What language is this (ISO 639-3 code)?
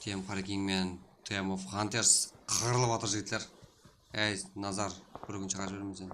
kaa